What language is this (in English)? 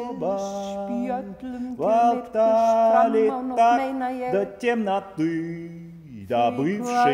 Icelandic